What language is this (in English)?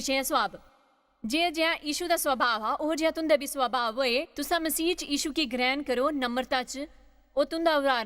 Dogri